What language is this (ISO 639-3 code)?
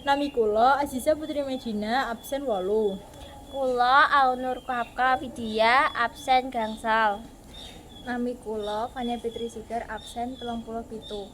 jav